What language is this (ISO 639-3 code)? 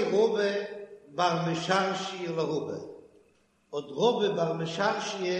yid